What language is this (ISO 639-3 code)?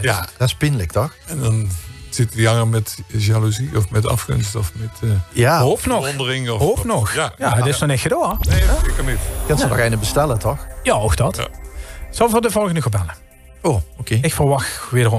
lim